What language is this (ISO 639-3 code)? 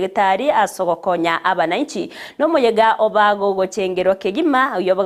guz